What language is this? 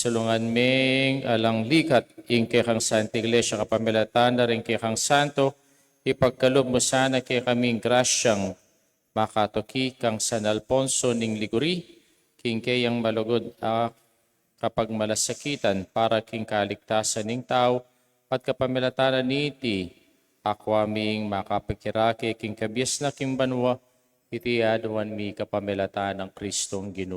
Pampanga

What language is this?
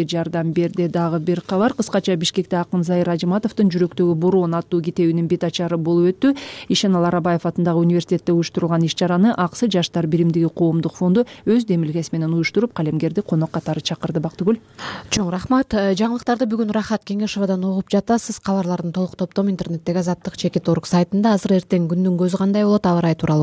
Kyrgyz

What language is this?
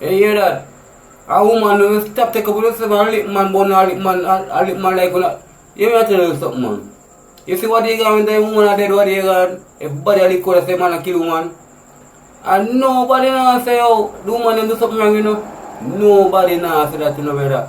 Jamaican Creole English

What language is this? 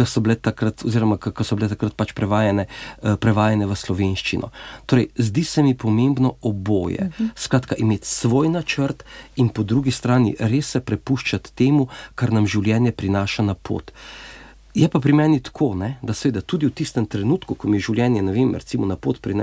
Slovenian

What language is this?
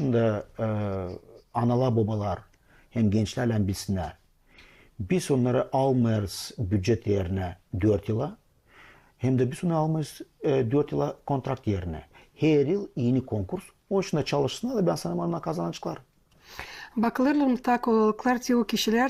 Gagauz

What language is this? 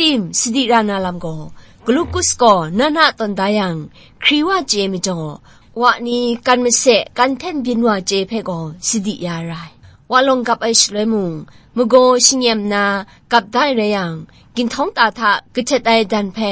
Kachin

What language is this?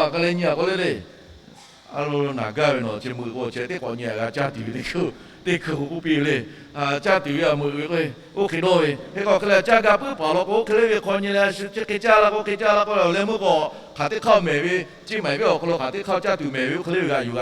Lahu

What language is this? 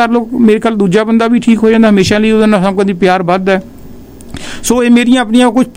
Punjabi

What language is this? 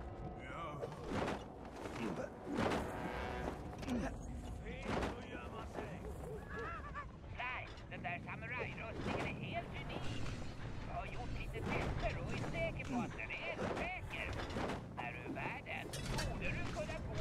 Swedish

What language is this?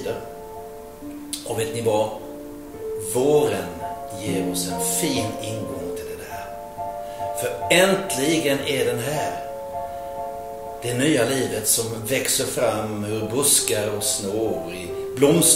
Swedish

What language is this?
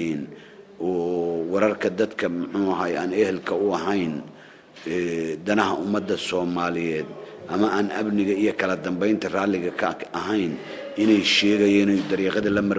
Somali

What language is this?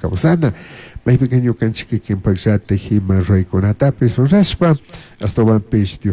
Chimborazo Highland Quichua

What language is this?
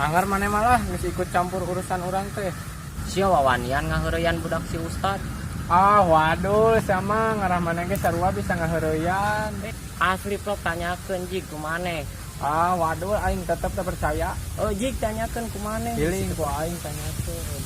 Sundanese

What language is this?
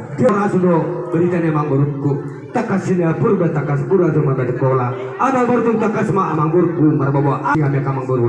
Batak Toba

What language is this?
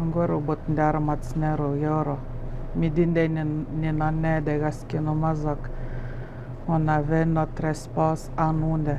Atikamekw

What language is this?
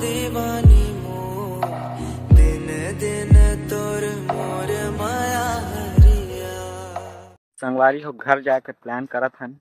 Chhattisgarhi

